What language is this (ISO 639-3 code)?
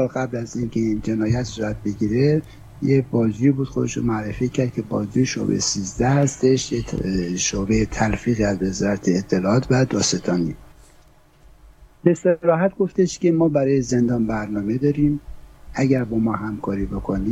fas